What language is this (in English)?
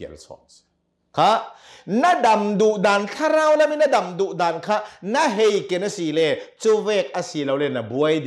Hakha Chin